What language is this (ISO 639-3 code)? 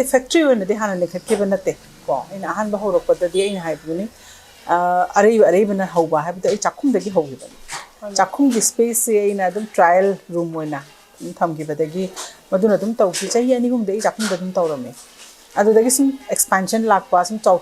mni